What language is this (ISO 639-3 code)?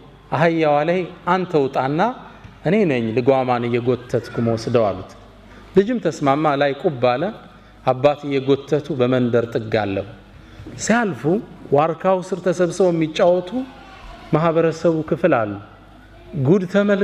amh